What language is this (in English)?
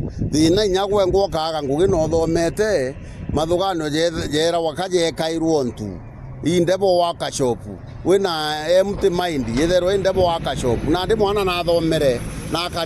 Meru